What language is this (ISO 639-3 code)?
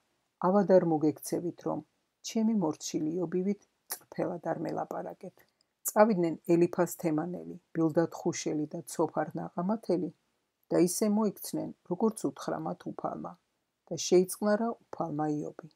kat